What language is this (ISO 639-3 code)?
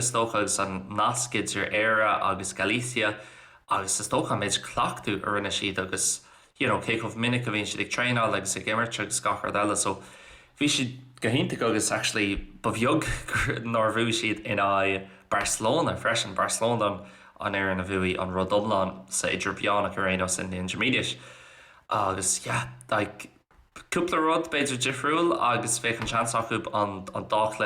gle